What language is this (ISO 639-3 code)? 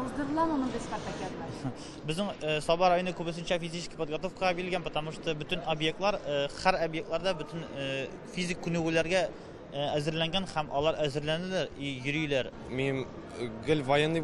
tat